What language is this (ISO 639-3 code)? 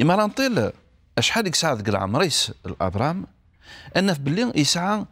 kab